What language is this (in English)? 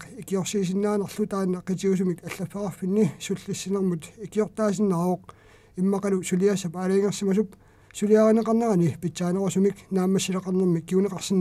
Kalaallisut